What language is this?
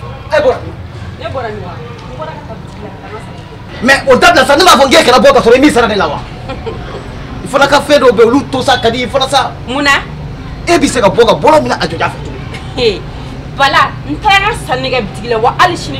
Bambara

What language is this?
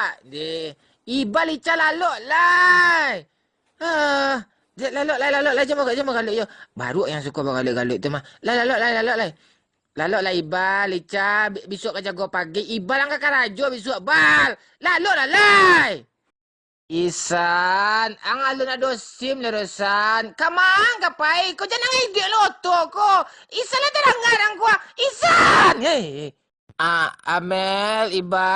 Minangkabau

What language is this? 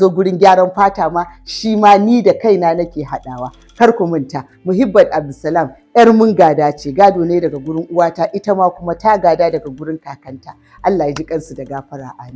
Hausa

